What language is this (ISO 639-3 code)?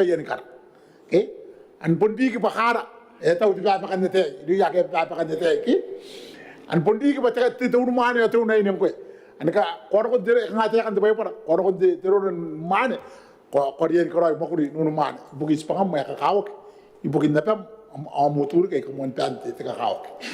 gil